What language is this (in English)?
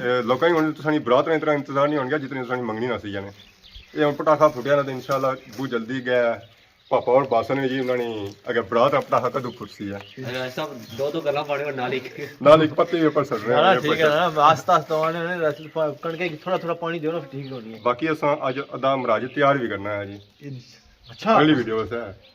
Pahari-Potwari